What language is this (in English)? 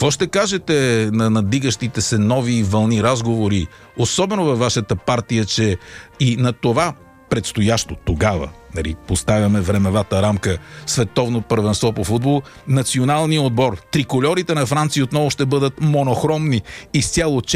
Bulgarian